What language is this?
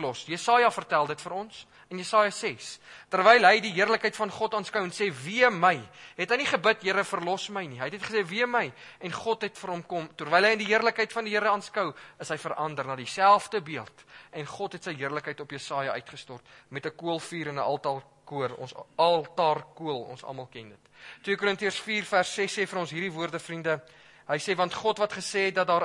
Afrikaans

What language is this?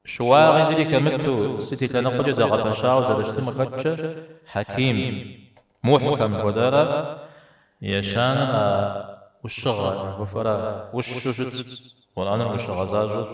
Kabardian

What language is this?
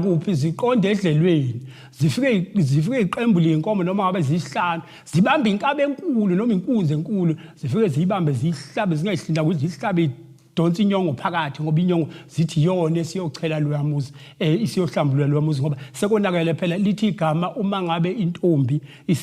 Zulu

